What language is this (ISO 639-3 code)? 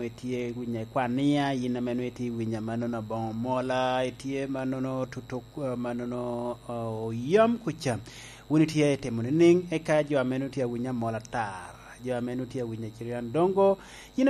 laj